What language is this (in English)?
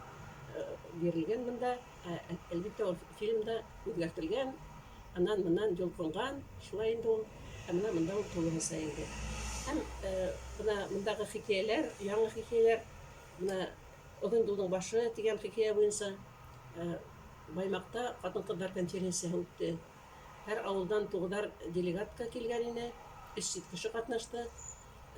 Bashkir